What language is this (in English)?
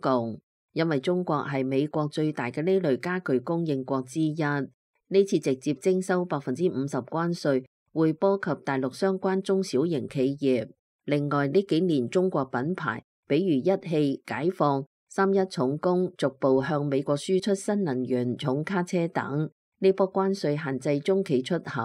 Cantonese